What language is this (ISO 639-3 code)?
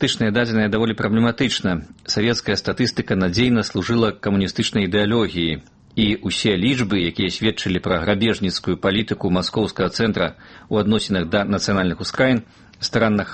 bel